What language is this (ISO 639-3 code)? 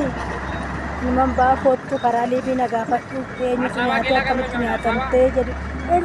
orm